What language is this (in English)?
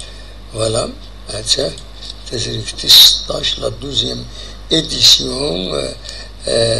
Kabyle